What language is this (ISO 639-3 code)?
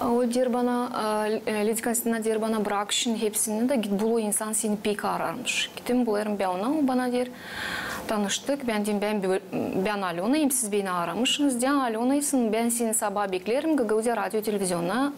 gag